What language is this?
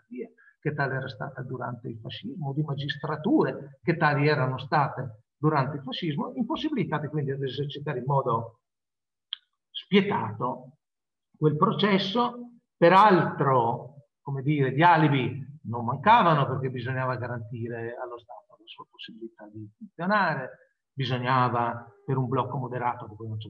Italian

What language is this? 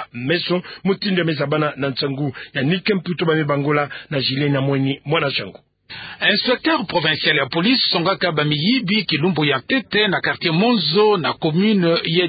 Kituba (Democratic Republic of Congo)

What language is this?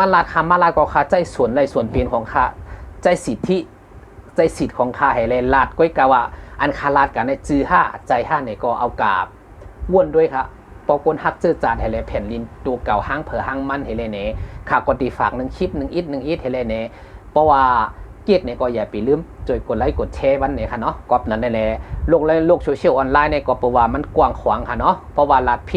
Shan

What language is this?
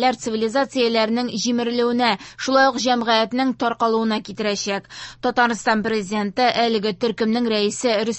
Tatar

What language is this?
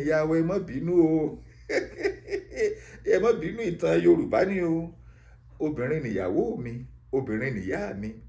Yoruba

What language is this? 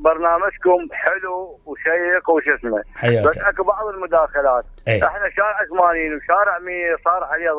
Mesopotamian Arabic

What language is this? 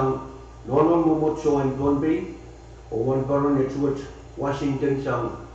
Pohnpeian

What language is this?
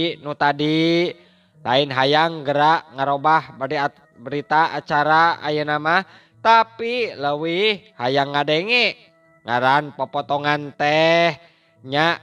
Sundanese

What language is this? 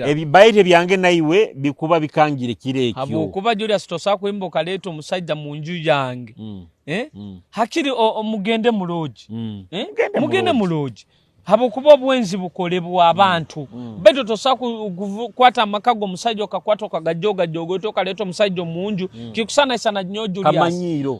Nyoro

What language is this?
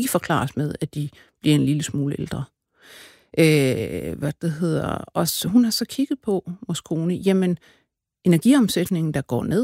Danish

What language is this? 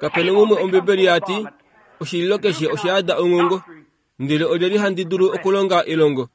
Kuanyama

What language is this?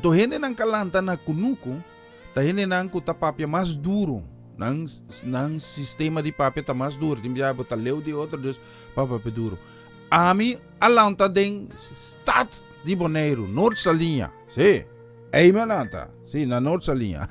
Papiamento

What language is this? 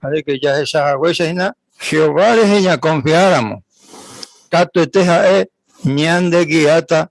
Guarani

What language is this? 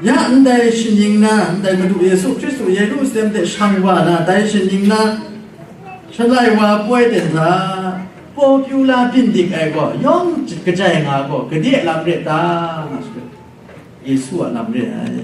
Kachin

